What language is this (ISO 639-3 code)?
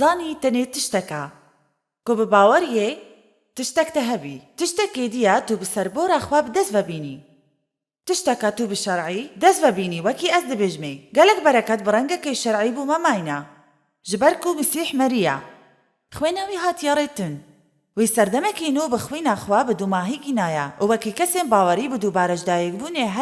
kur